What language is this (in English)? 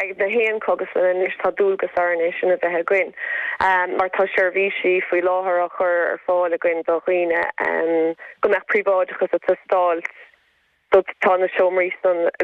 Irish